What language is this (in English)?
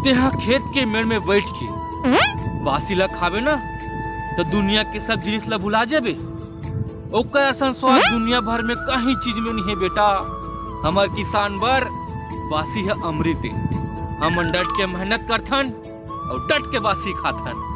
Chhattisgarhi